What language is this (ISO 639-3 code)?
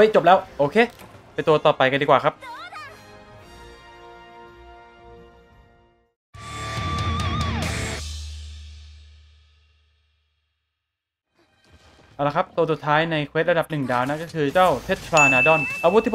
tha